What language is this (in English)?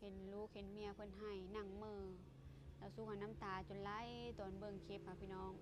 Lao